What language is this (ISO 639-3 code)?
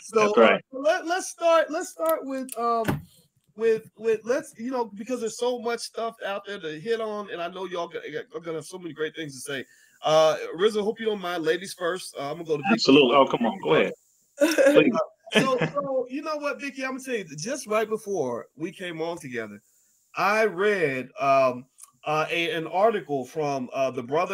eng